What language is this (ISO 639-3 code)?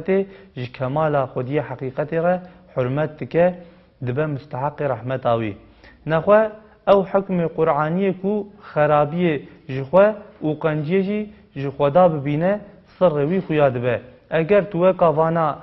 kur